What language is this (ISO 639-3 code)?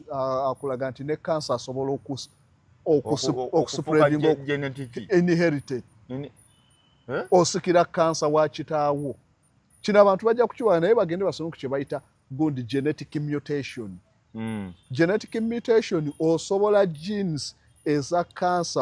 lug